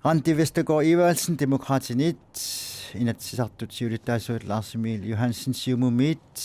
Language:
Kalaallisut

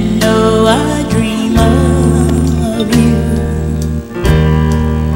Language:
English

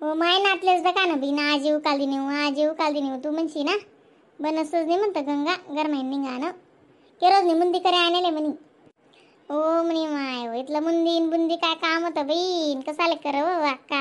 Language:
Khandesi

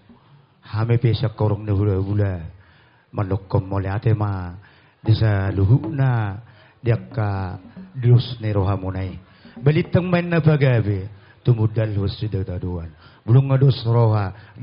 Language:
Batak Toba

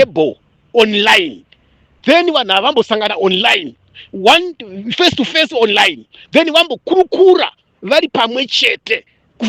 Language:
Shona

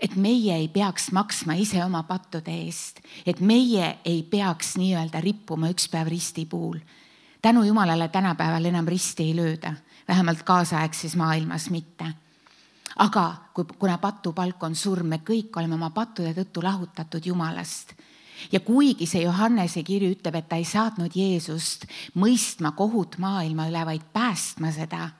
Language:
Estonian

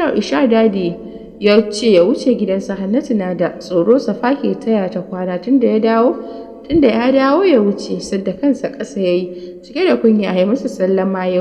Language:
Hausa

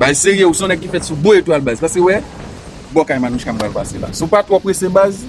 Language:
Haitian Creole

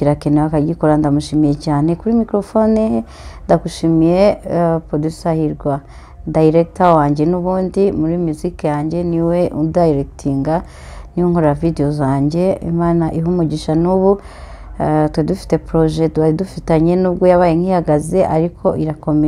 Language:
Kinyarwanda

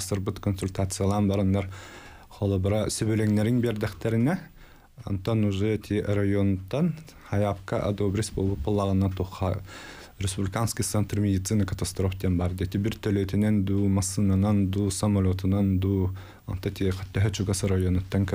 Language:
Yakut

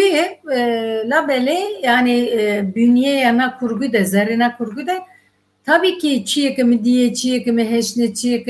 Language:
Zaza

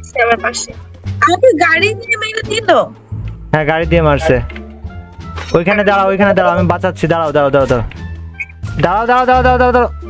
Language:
Bangla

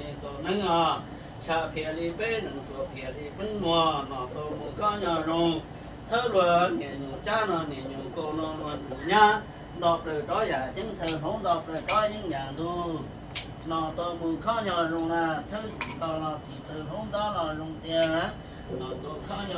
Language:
Hmong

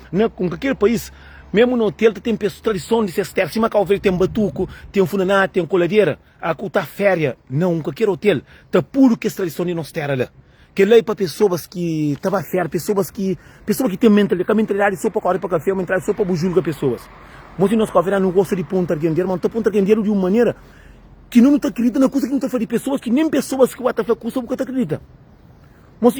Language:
Kabuverdianu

